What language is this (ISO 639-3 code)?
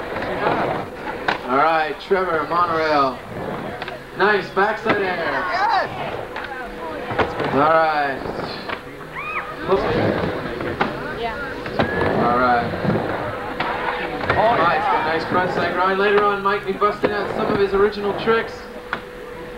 eng